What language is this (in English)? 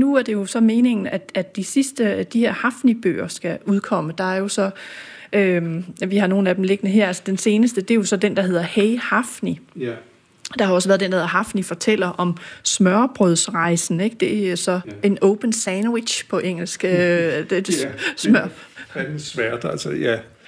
Danish